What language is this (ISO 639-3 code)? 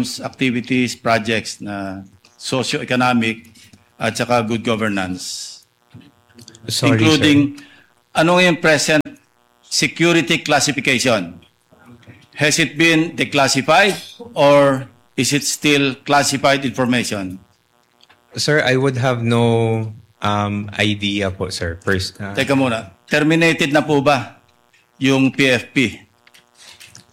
fil